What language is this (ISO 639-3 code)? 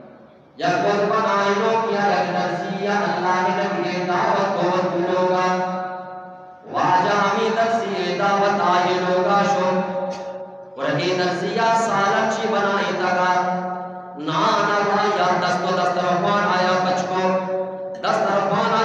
bgp